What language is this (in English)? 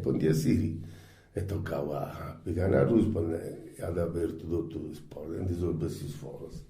Sardinian